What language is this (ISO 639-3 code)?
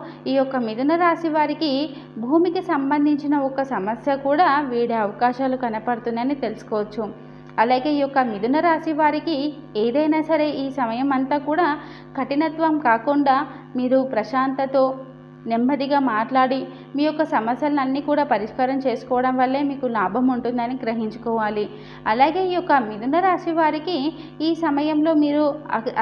tel